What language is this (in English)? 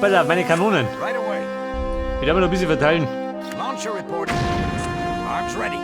Bavarian